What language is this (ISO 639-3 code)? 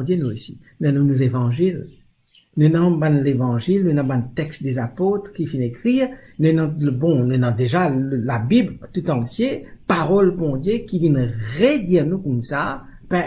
mfe